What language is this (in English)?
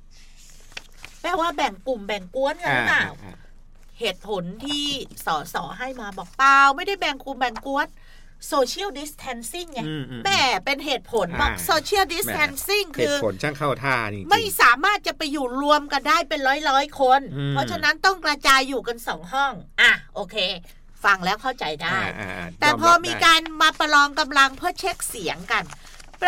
Thai